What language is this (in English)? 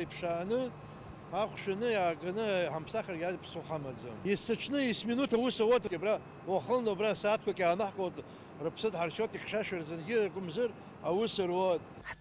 Abkhazian